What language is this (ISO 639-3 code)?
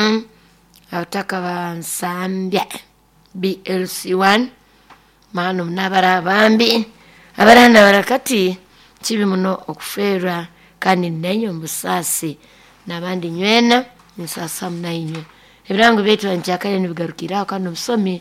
nyo